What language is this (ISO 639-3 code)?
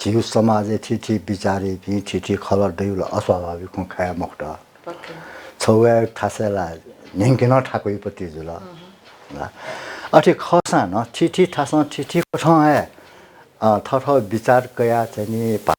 new